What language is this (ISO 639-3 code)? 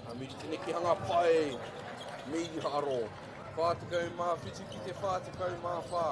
mri